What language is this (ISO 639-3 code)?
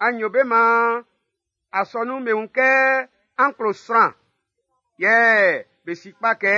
bci